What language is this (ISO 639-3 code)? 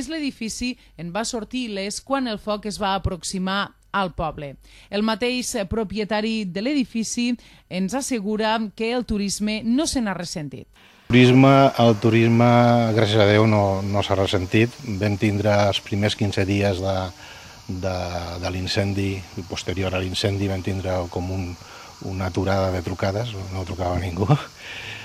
cat